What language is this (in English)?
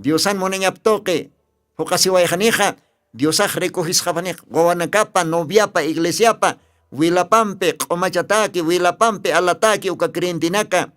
Aymara